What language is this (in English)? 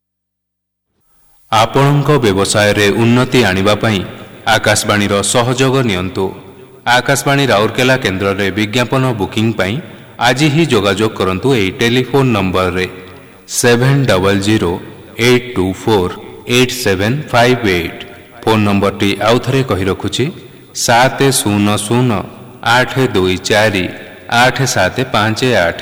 Odia